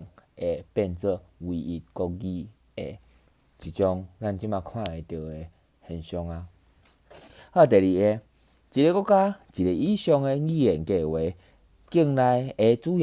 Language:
Min Nan Chinese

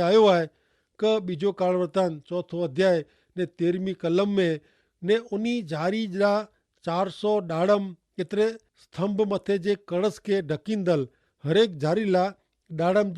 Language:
Kachhi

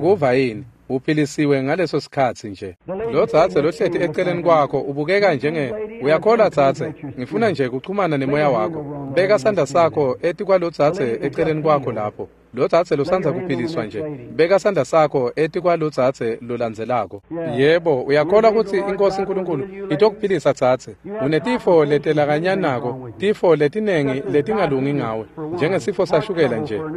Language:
Swati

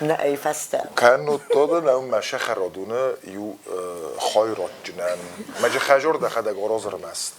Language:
Ossetic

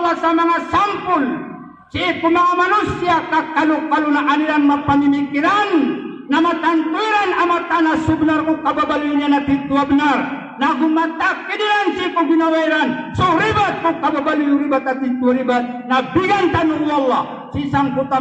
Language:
Maranao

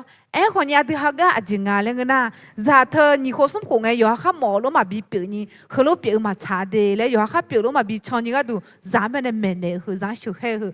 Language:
Akha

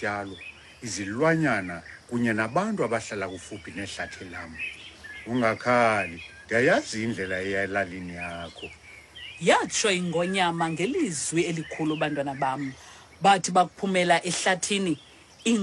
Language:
Xhosa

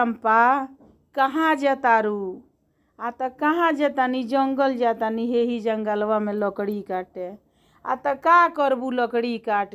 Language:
Bhojpuri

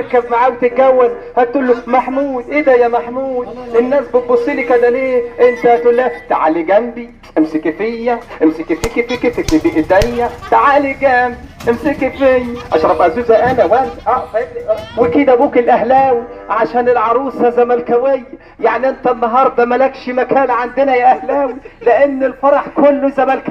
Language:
Egyptian Arabic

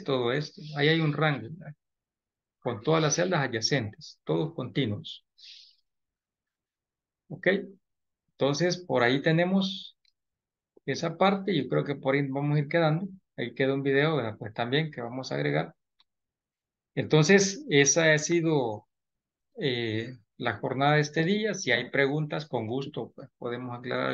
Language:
Spanish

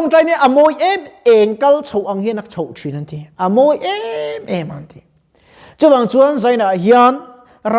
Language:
Mizo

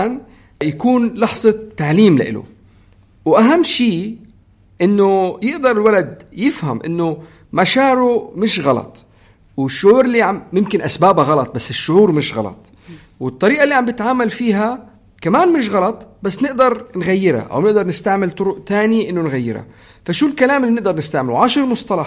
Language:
North Levantine Arabic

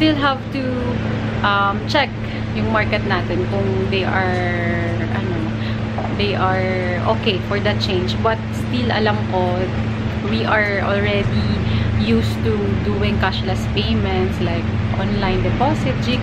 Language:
Filipino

